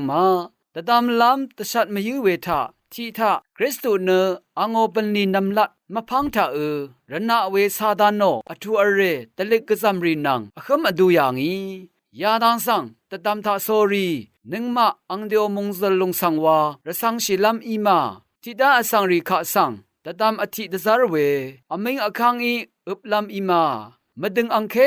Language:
Rawang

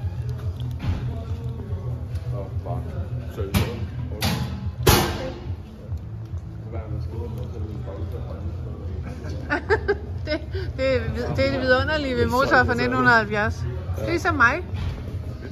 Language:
Danish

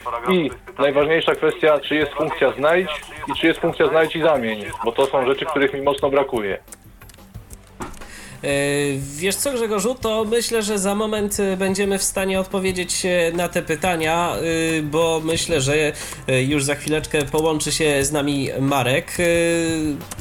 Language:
Polish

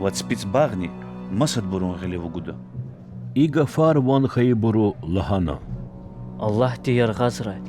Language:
Lezghian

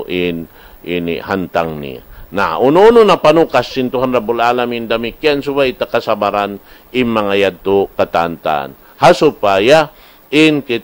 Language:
Tausug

